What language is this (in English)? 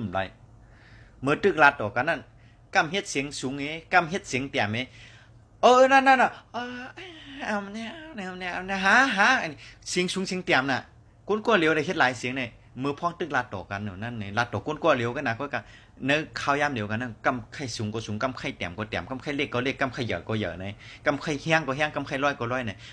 Shan